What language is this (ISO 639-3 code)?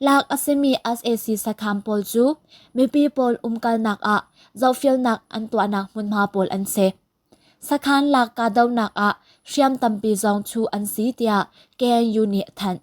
cnh